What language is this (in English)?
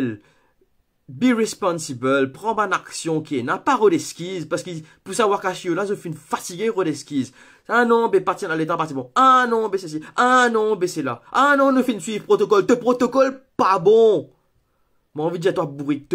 Morisyen